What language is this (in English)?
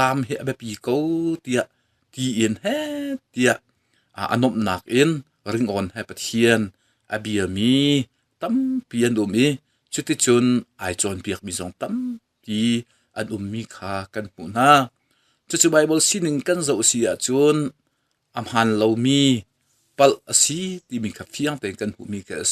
Hakha Chin